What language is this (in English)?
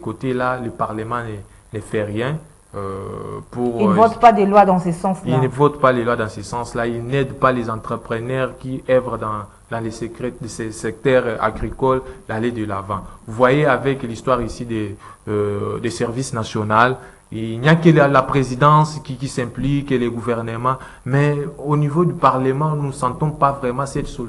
French